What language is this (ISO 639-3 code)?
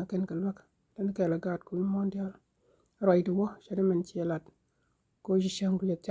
nus